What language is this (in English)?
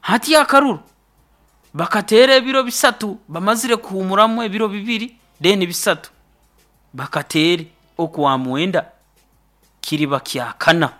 Nyoro